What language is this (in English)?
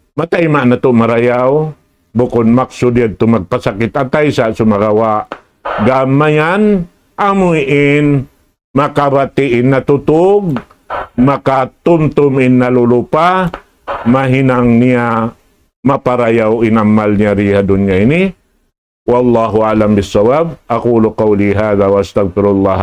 Tausug